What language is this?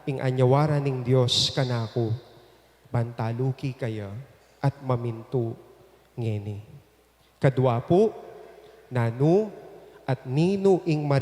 Pampanga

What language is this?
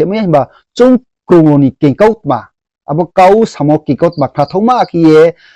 Riang (India)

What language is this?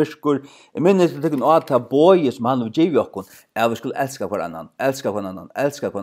Faroese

